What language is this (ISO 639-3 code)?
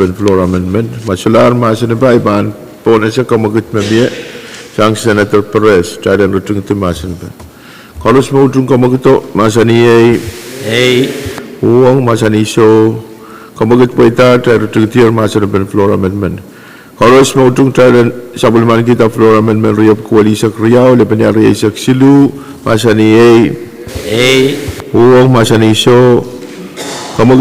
pon